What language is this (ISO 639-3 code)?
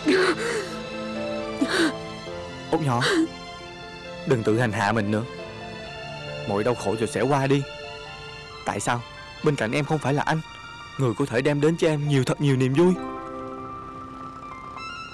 vie